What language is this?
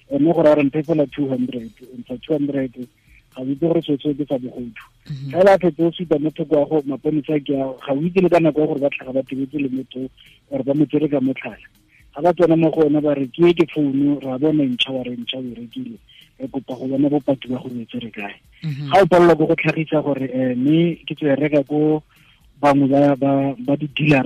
Tswana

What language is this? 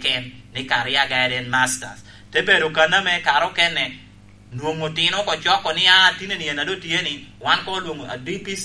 Lango (Uganda)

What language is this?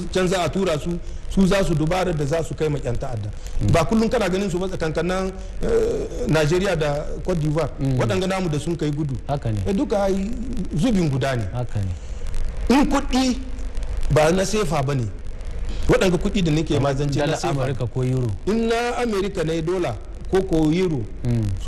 Hausa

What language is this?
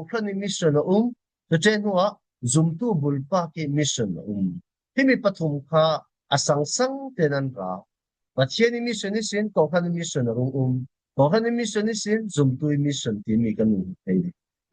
Falam Chin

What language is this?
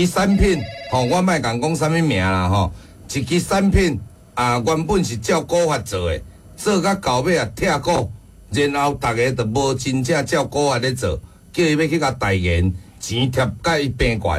Min Nan Chinese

